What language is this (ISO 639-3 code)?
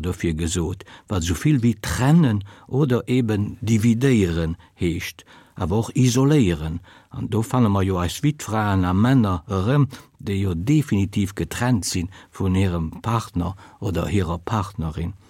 ltz